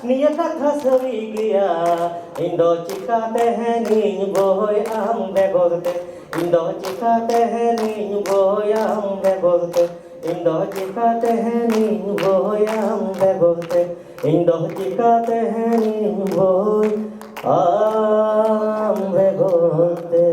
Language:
Santali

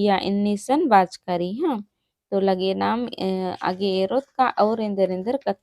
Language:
Kurukh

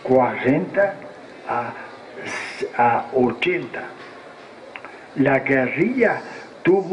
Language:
Spanish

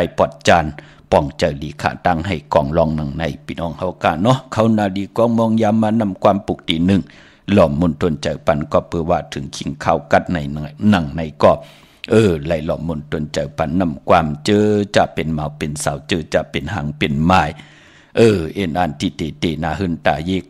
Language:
Shan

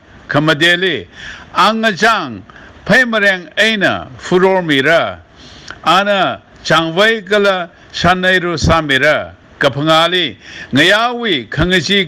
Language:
Tangkhul Naga (India)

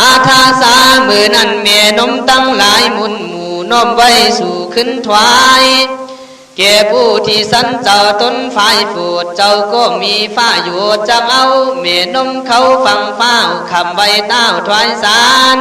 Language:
Khün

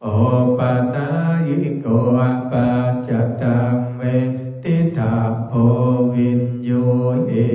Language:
Pali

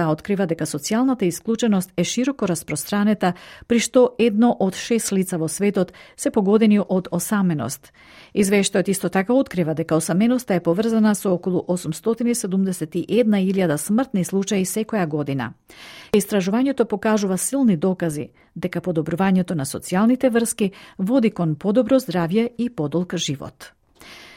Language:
Macedonian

